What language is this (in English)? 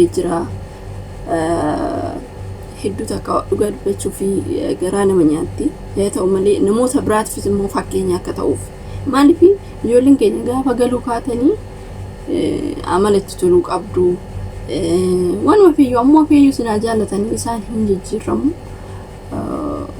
Oromo